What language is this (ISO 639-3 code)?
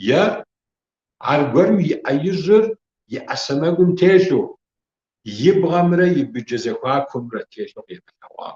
kbd